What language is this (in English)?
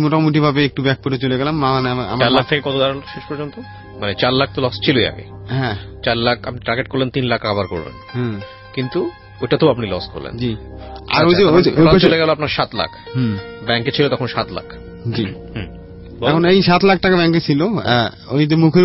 Bangla